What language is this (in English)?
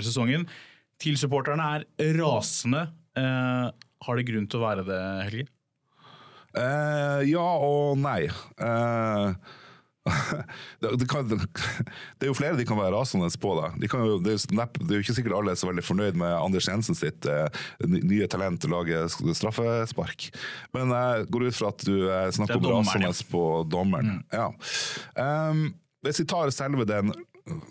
Norwegian